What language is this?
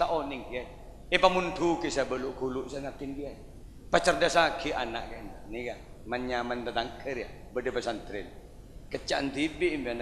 Madurese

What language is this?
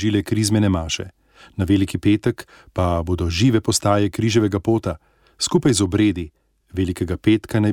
Slovenian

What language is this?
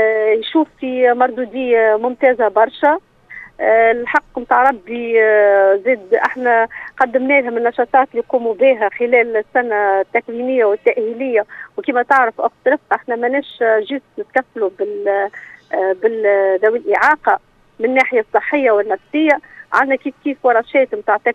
Tunisian Arabic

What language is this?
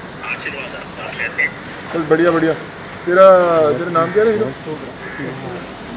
Hindi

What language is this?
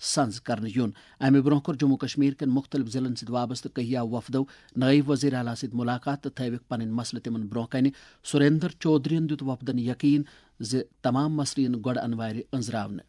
Kashmiri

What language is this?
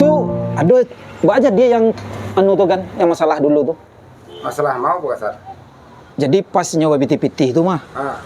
Minangkabau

